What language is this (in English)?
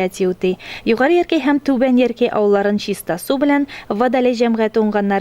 Tatar